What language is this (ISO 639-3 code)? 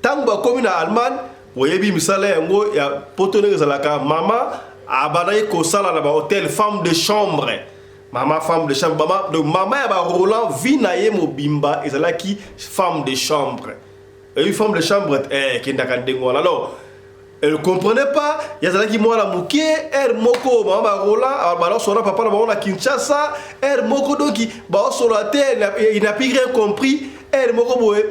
lin